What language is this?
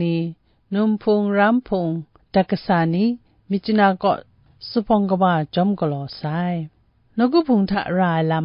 Kachin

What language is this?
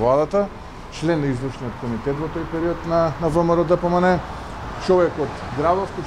Macedonian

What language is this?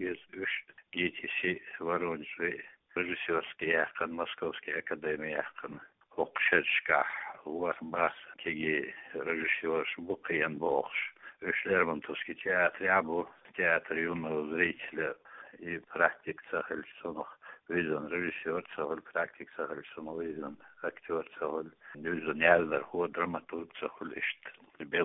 Chechen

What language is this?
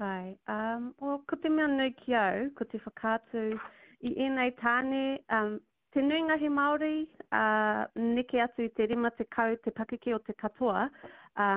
Māori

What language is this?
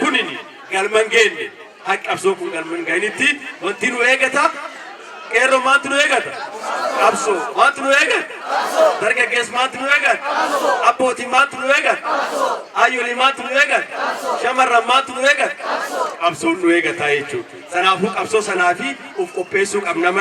Oromo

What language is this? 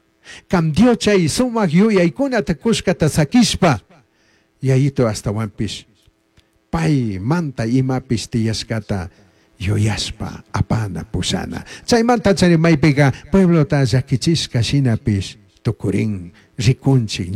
Chimborazo Highland Quichua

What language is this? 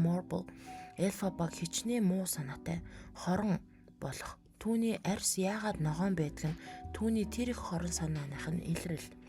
Mongolian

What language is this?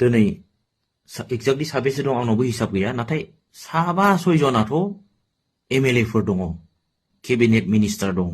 Bodo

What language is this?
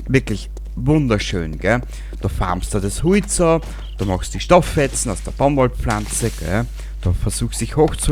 Bavarian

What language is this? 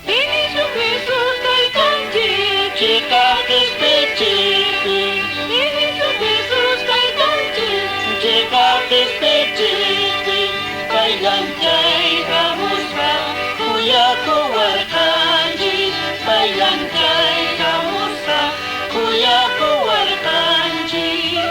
Quechua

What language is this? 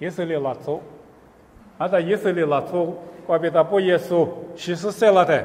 Lisu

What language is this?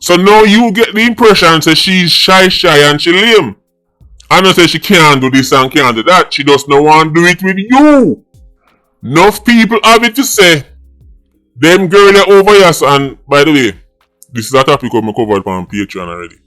Jamaican Creole English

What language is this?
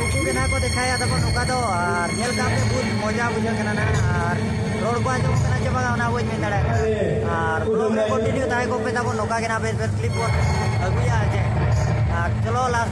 Santali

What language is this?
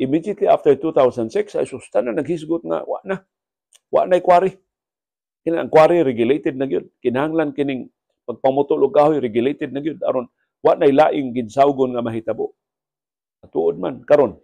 Cebuano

